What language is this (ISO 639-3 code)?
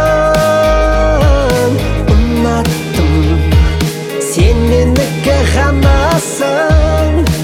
kaz